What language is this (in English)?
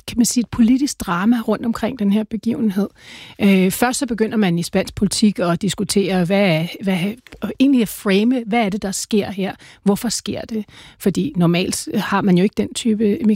Danish